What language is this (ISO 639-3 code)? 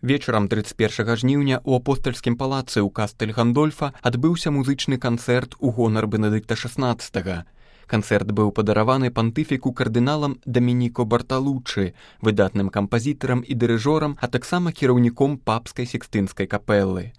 bel